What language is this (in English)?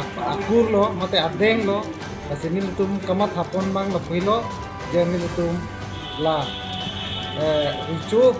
Karbi